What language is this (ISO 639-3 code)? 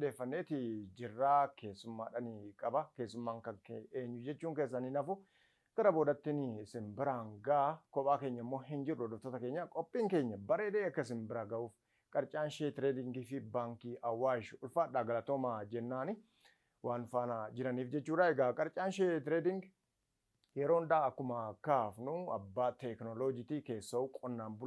orm